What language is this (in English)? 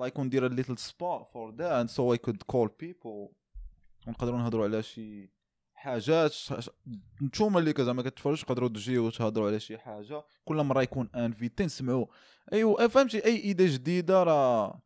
Moroccan Arabic